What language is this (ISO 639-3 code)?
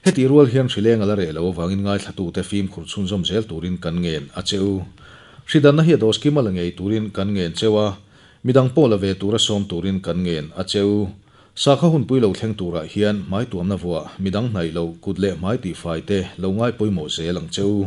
lus